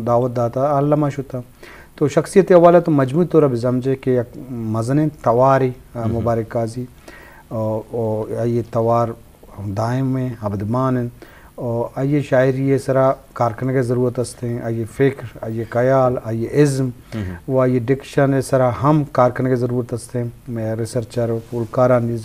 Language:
Eastern Balochi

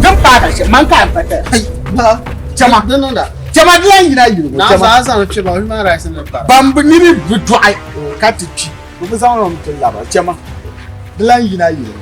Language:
Dagbani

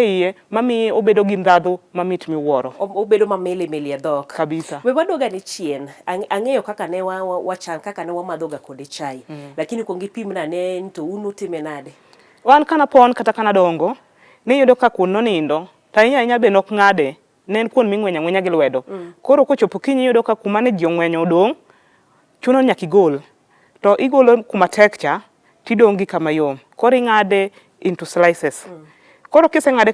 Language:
Luo (Kenya and Tanzania)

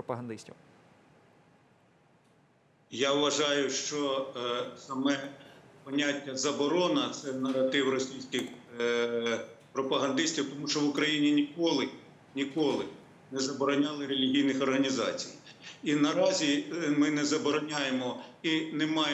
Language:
Ukrainian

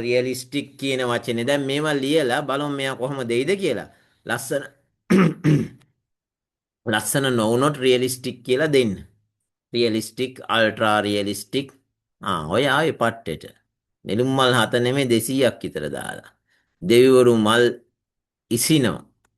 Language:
Sinhala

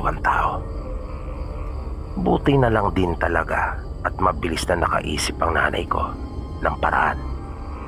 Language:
Filipino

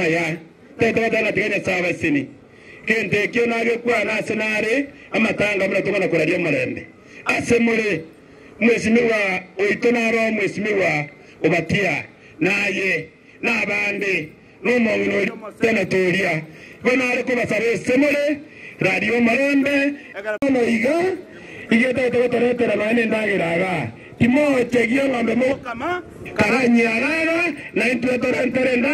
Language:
Gusii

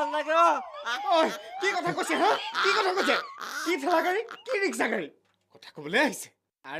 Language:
Assamese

